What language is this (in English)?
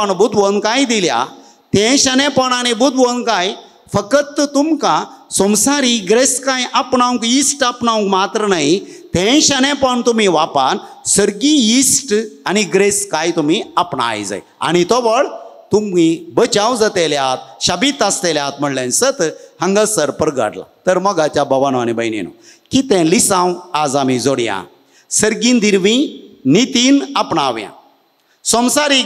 Konkani